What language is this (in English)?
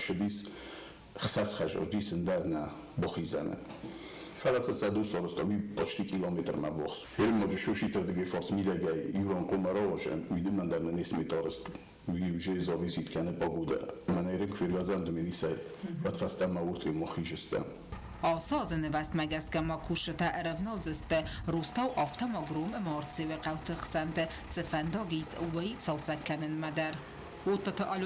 Ossetic